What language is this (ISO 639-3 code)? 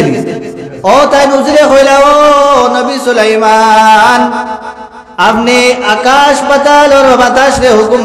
syl